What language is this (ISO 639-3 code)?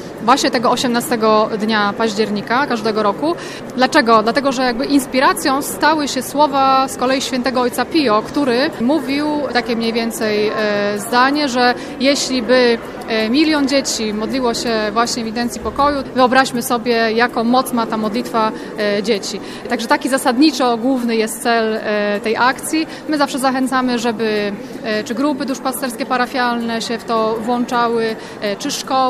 pol